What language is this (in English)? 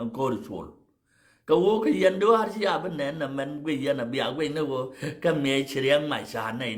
Nuer